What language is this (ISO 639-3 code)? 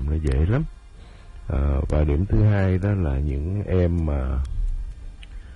vie